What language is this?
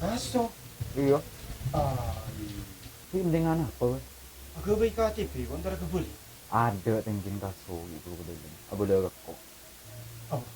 Madurese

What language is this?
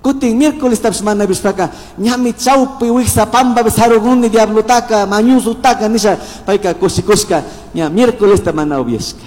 Chimborazo Highland Quichua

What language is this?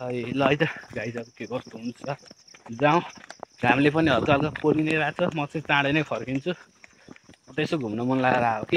Nepali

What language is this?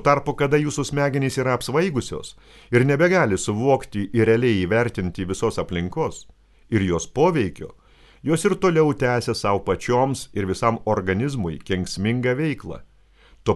Lithuanian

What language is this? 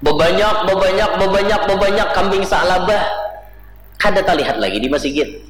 Banjar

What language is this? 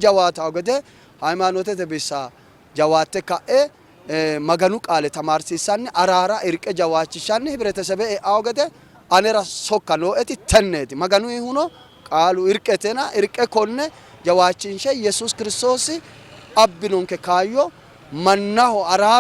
Sidamo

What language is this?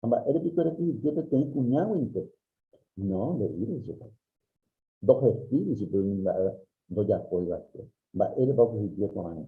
Guarani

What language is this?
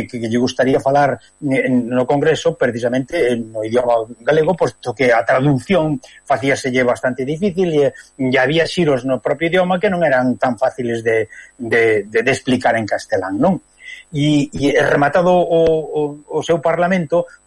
Galician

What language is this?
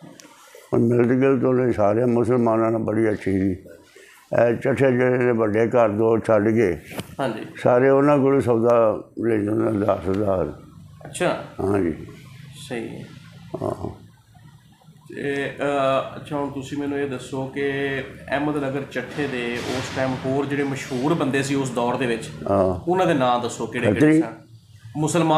Punjabi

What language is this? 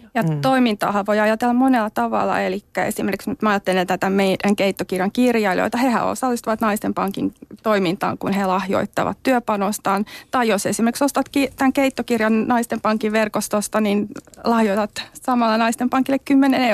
Finnish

